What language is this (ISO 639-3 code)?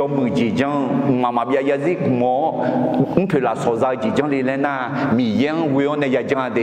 ahk